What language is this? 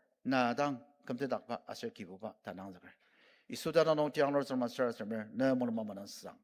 Ao Naga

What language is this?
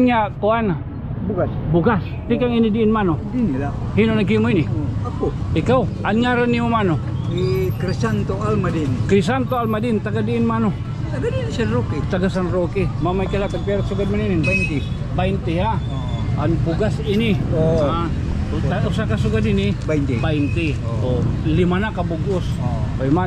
Waray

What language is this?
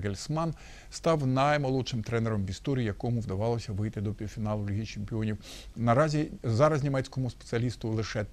Ukrainian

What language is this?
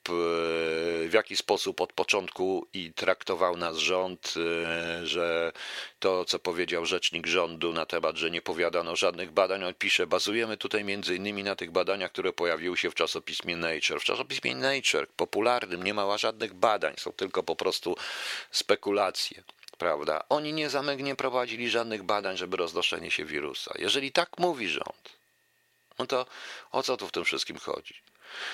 Polish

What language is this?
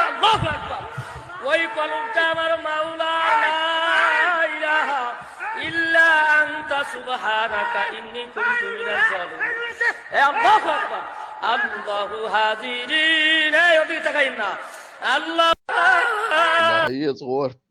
Chechen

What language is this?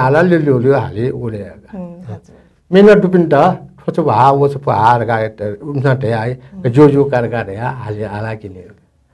Newari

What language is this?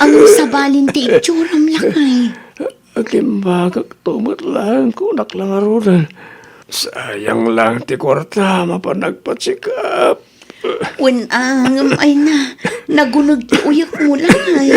Iloko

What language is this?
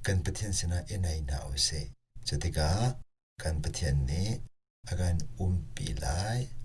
Hakha Chin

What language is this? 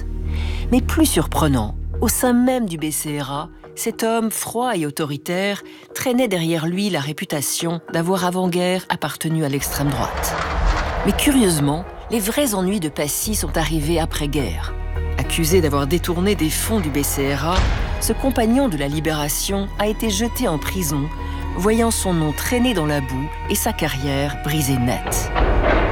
French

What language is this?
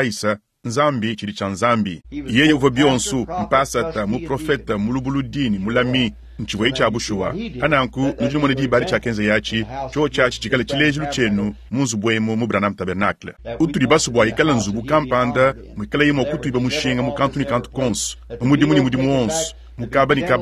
Luba-Lulua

